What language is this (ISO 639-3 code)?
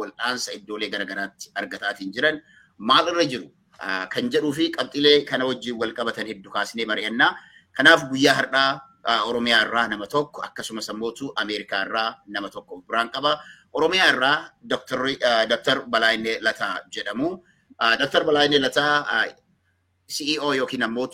orm